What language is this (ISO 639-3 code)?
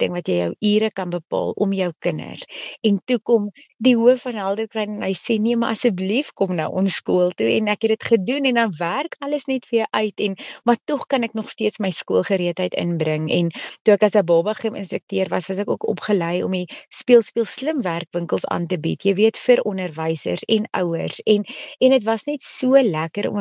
afr